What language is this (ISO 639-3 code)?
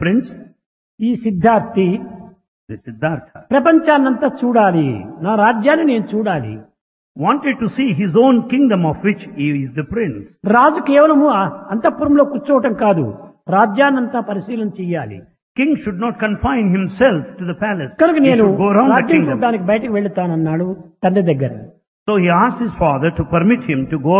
tel